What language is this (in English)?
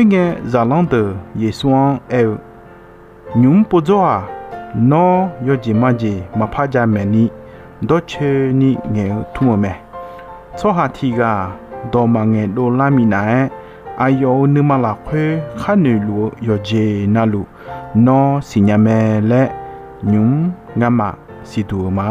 Akha